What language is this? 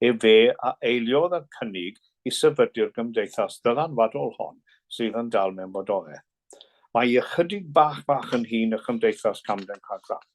Welsh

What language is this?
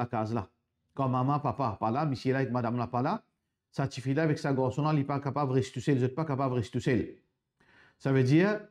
Morisyen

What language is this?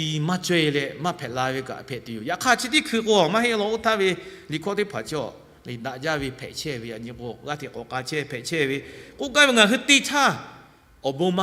Lahu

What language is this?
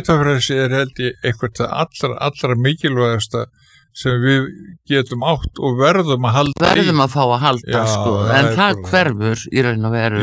Icelandic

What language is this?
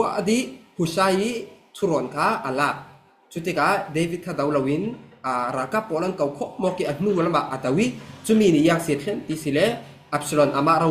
Falam Chin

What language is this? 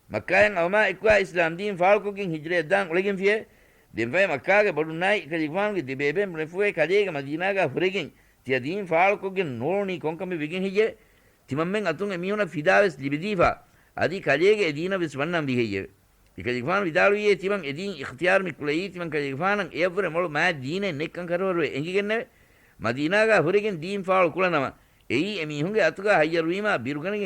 Divehi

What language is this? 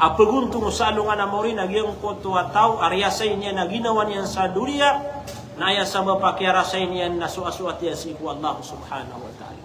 Maranao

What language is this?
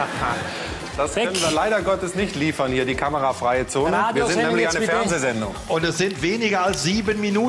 German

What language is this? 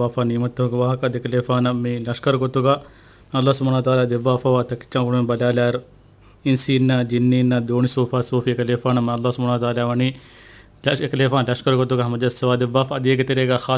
Divehi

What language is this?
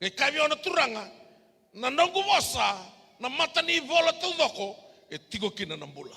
Fijian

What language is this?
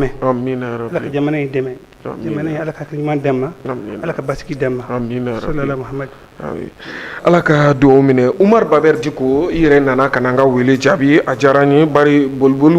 Bambara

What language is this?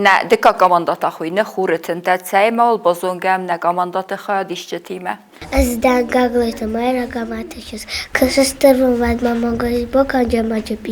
Ossetic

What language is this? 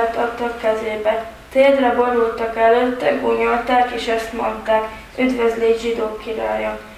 Hungarian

